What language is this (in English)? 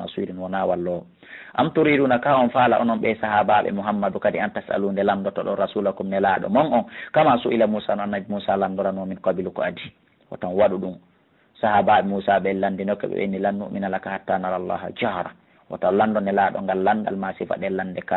Fula